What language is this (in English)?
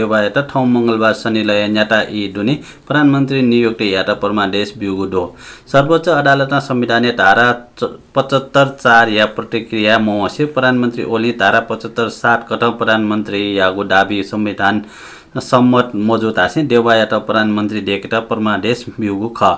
Newari